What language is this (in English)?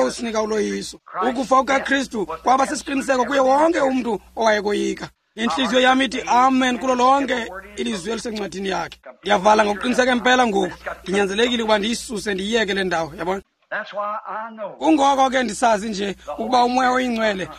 Xhosa